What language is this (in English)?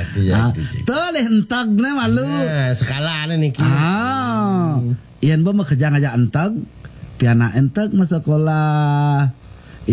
Balinese